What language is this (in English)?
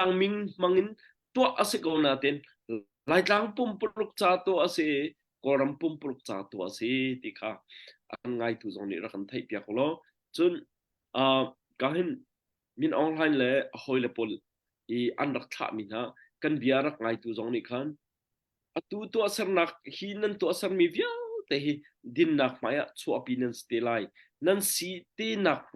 Hakha Chin